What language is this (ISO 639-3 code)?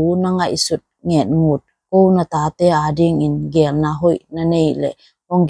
ctd